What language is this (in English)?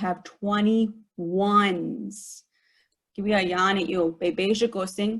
Chippewa